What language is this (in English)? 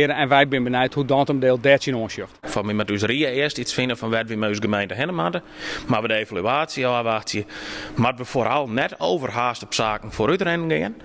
Western Frisian